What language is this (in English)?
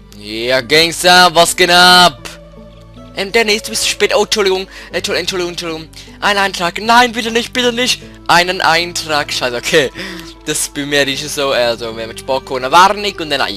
Swiss German